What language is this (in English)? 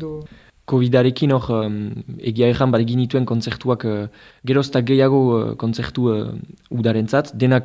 Basque